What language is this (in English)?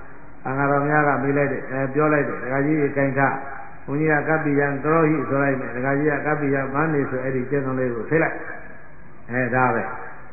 Burmese